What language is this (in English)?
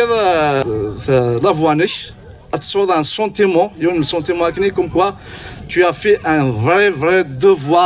Kabyle